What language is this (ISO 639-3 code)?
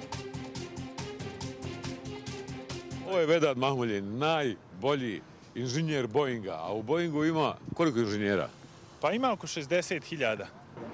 bos